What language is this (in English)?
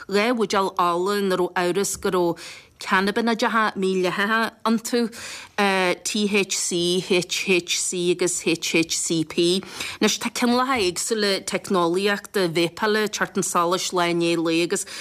Irish